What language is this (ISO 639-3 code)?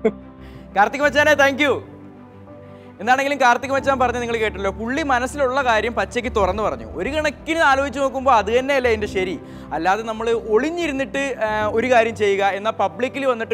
mal